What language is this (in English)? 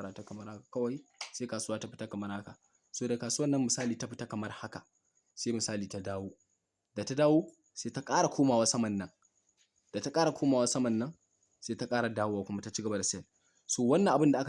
Hausa